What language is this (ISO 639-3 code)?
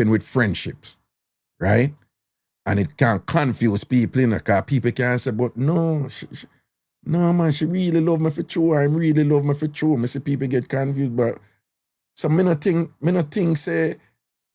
jam